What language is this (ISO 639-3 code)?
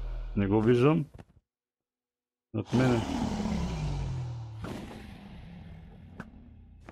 bul